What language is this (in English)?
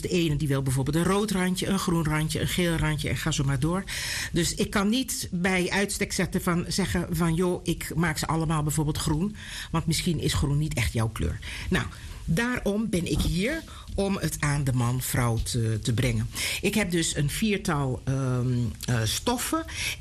Dutch